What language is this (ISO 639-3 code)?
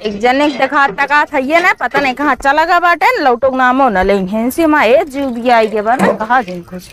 awa